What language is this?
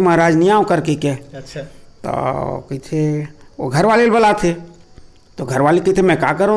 Chhattisgarhi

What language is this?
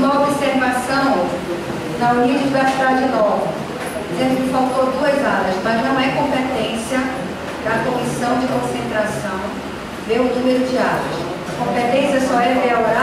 Portuguese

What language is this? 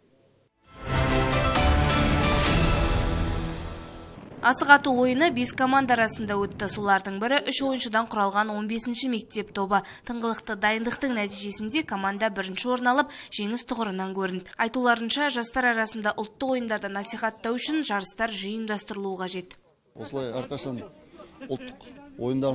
Kazakh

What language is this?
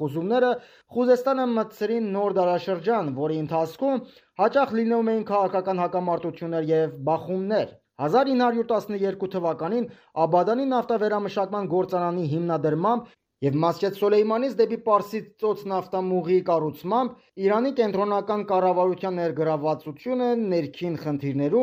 Armenian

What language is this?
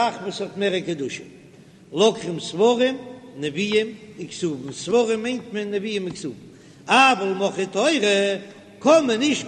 Yiddish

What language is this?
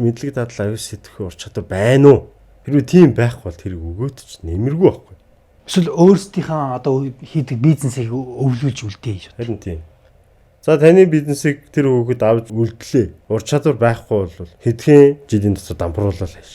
Mongolian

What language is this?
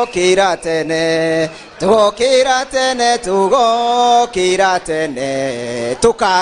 Kikuyu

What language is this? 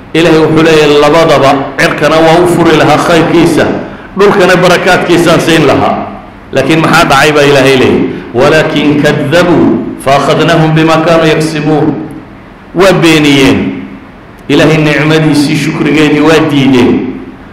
Somali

